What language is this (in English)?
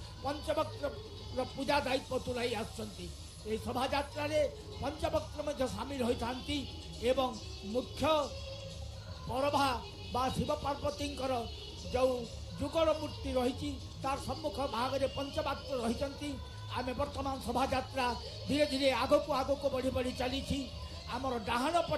Odia